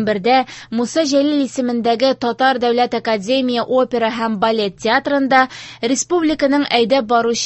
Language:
Tatar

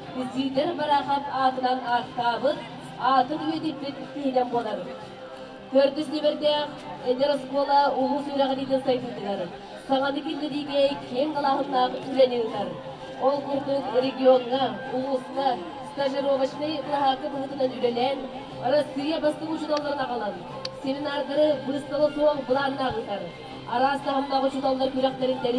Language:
Yakut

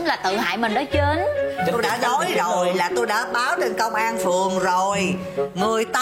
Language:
Vietnamese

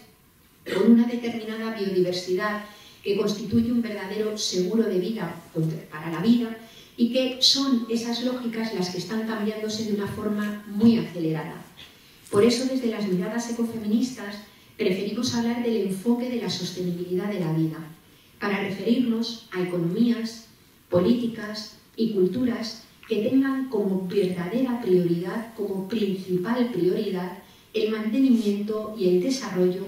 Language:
Spanish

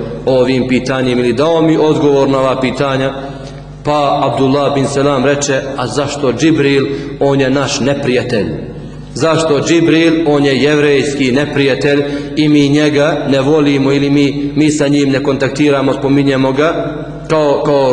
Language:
Bosnian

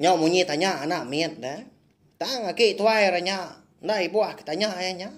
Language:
Iban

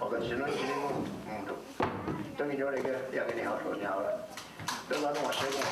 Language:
Mohawk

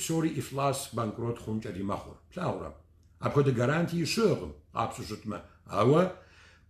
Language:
Kabardian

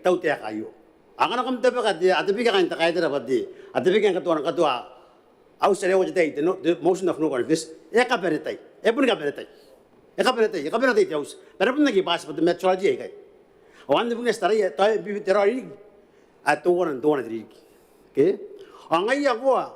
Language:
Gilbertese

